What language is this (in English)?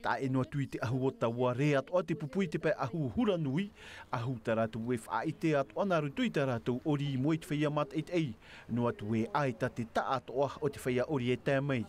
Tahitian